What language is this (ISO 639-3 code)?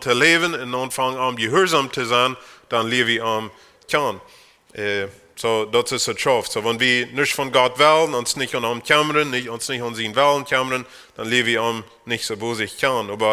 pdt